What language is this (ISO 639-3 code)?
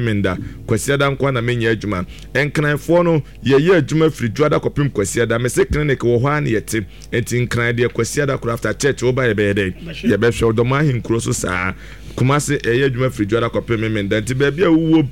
aka